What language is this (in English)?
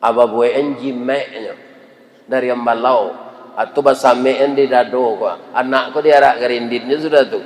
Minangkabau